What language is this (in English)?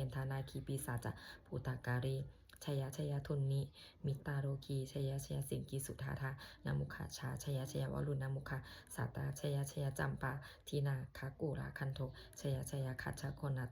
Pali